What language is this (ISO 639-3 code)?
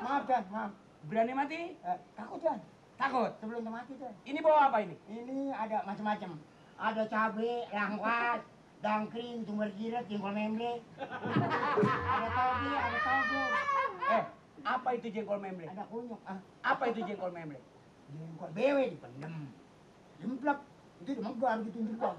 bew